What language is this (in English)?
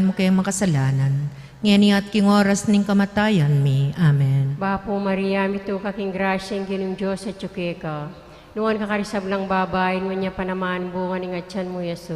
Pampanga